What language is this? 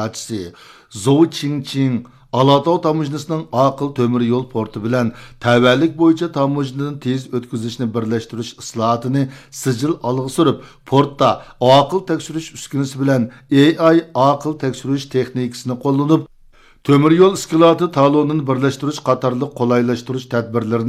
Uyghur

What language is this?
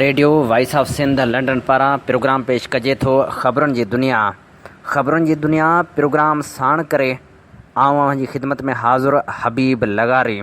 Sindhi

